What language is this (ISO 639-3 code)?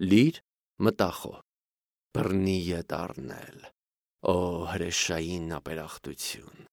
hye